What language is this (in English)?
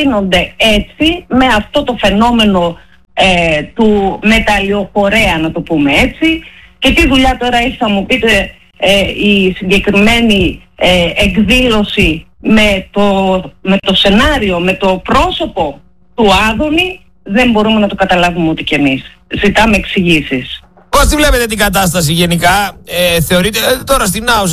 Greek